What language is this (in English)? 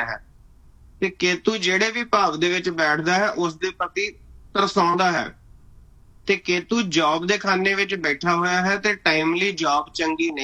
Punjabi